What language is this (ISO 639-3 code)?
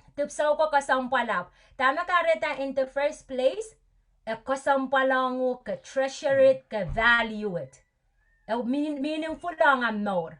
pon